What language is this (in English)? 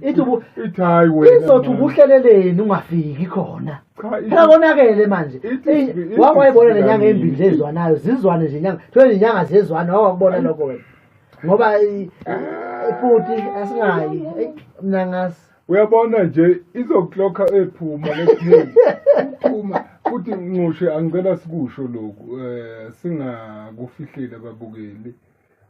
Zulu